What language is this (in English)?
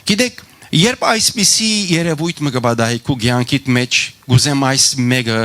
Western Armenian